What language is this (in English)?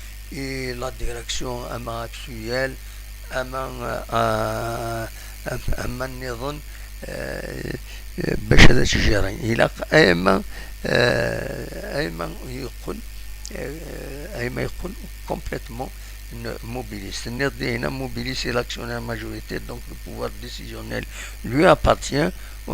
Kabyle